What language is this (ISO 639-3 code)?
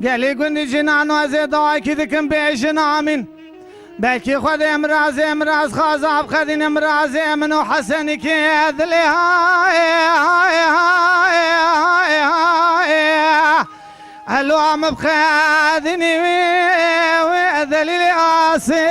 kur